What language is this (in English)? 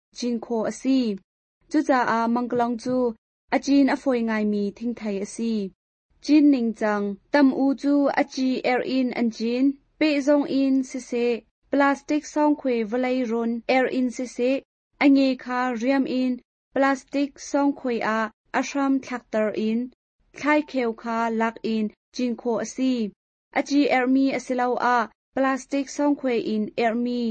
Hakha Chin